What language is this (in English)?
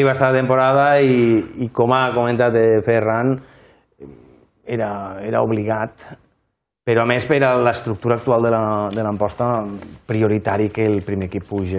Catalan